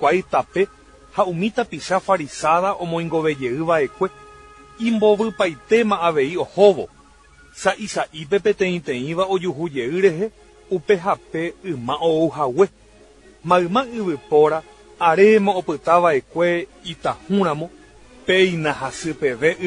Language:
Guarani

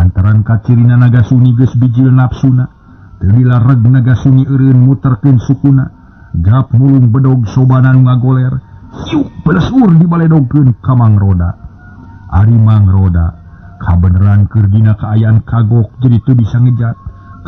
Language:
Sundanese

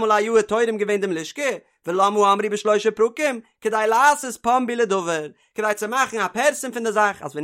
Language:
Yiddish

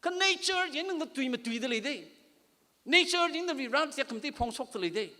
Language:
Tangkhul Naga (India)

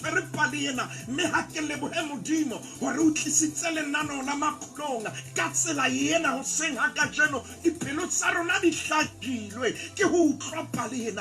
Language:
Southern Sotho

